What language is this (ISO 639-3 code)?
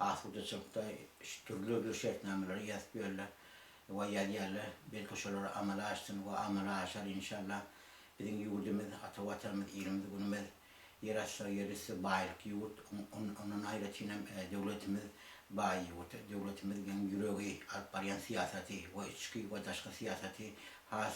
tuk